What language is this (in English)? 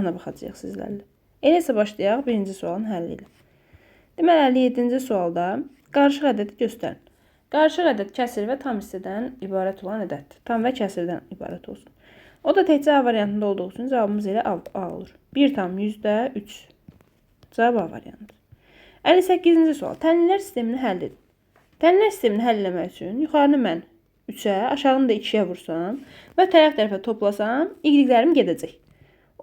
Azerbaijani